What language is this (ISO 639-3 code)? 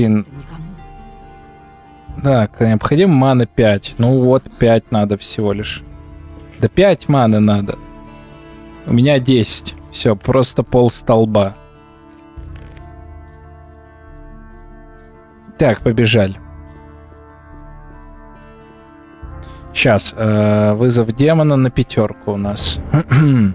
rus